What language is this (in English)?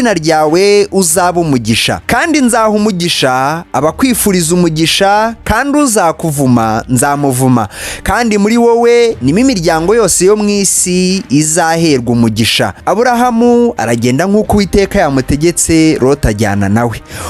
Kinyarwanda